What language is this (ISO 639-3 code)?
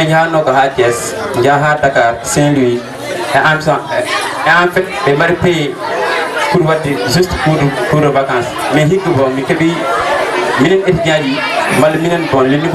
ful